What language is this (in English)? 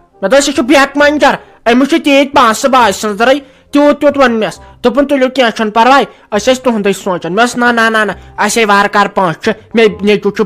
Kashmiri